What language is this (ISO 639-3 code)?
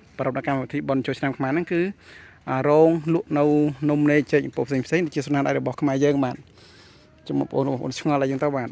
khm